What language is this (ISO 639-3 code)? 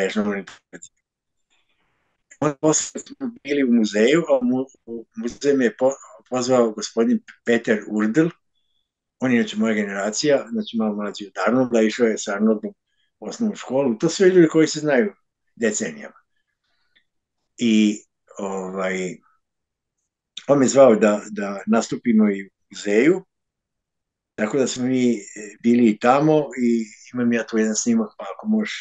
srp